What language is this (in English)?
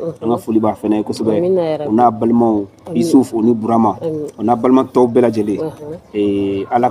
Bambara